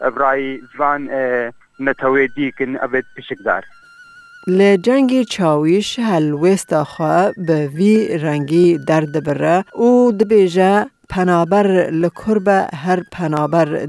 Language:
Kurdish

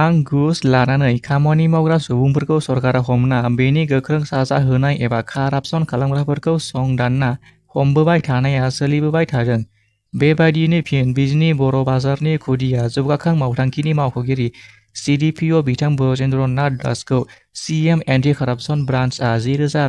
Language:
Bodo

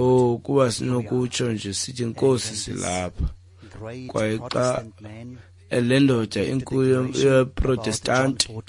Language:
Xhosa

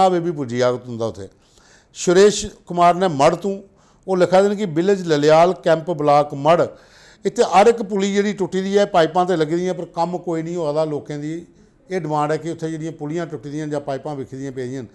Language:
Dogri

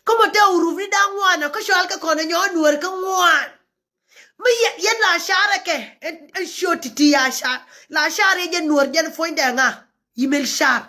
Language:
Nuer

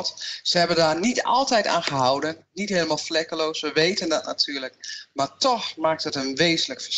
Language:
Dutch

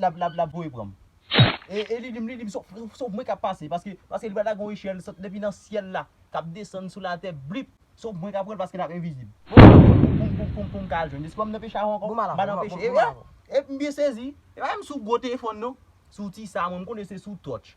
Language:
Haitian Creole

